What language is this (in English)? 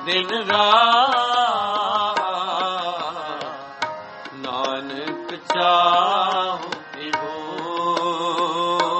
Punjabi